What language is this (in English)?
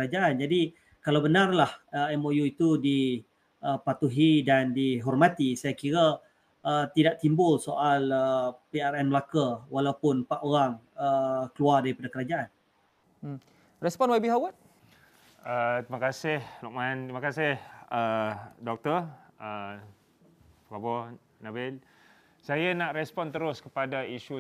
Malay